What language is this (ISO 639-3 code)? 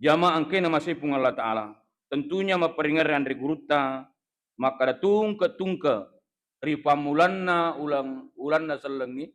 bug